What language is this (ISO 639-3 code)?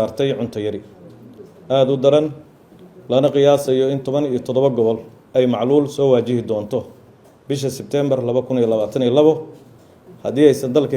som